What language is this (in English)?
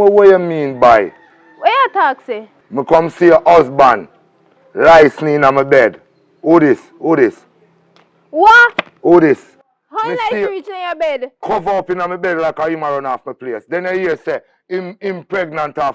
Jamaican Creole English